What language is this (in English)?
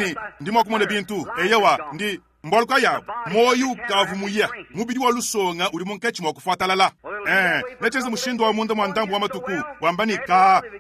Luba-Lulua